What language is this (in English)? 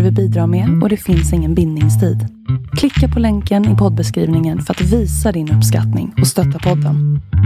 Swedish